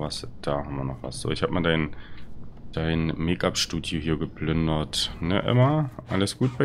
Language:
German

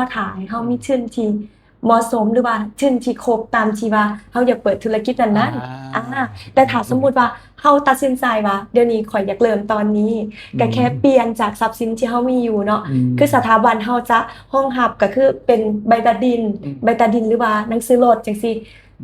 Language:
Lao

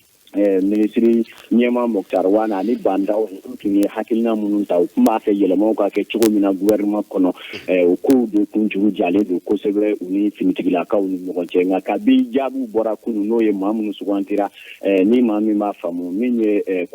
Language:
Bambara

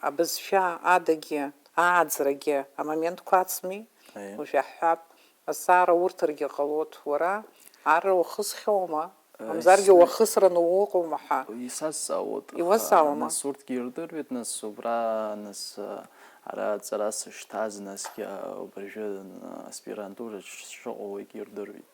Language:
Abkhazian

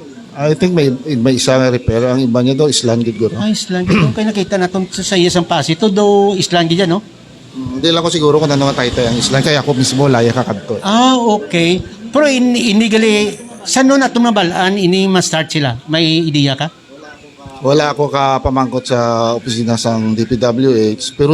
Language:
Hiligaynon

